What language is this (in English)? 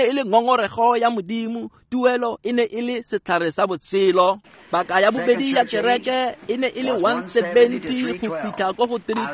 Tswana